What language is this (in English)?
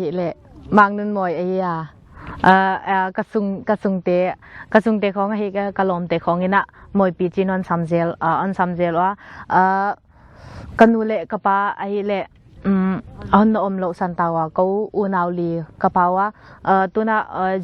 Paite Chin